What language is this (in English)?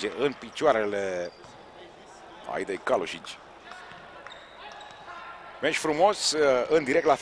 Romanian